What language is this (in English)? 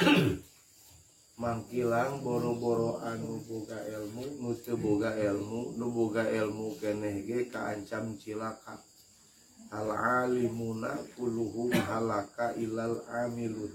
Sundanese